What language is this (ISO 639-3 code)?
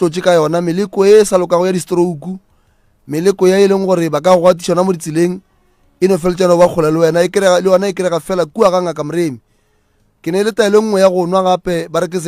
nso